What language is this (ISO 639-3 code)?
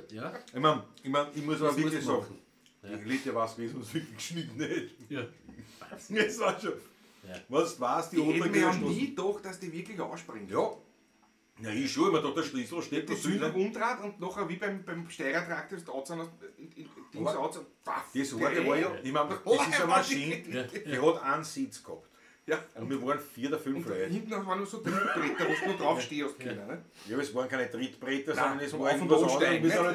bar